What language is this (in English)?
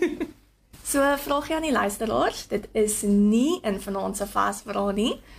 Afrikaans